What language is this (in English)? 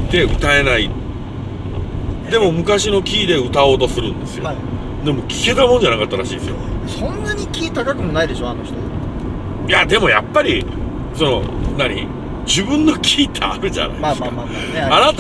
Japanese